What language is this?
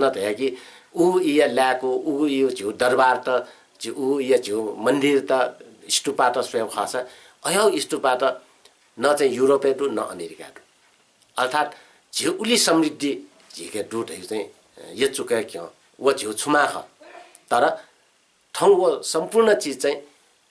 Newari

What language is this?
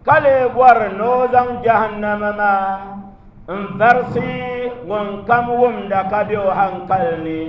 Dagbani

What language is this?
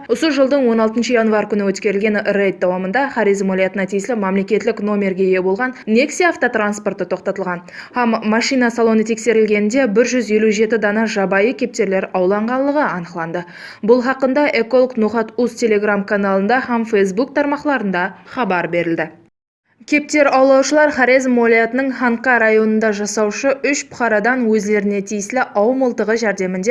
Kara-Kalpak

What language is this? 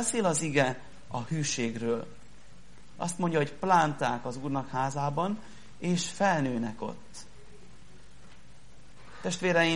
Hungarian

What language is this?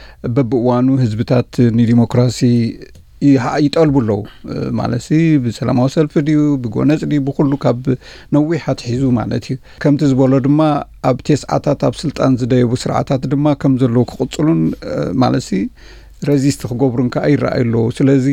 Tigrinya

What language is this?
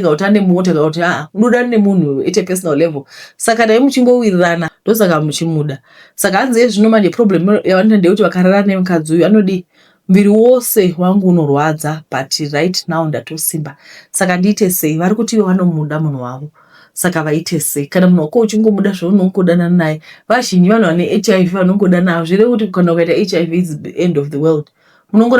Shona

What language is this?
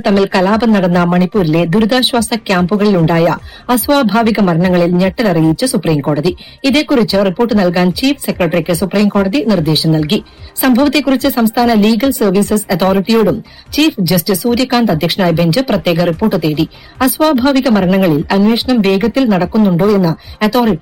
Malayalam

